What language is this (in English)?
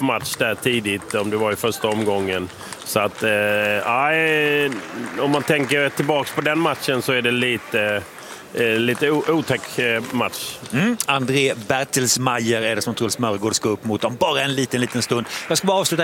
Swedish